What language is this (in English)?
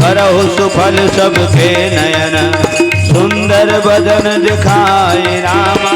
Chhattisgarhi